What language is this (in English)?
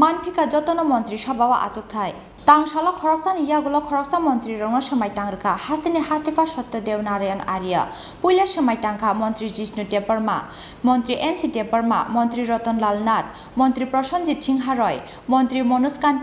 Kok Borok